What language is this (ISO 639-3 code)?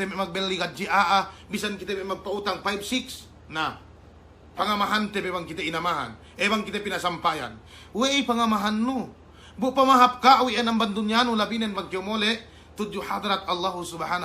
yka